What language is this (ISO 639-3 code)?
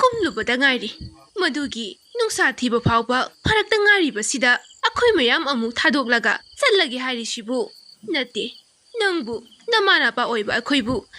mni